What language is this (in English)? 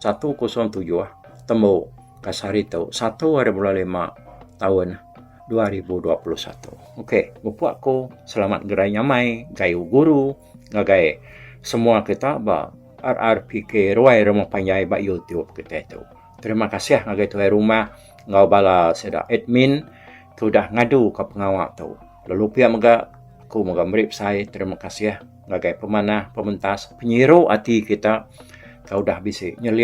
Iban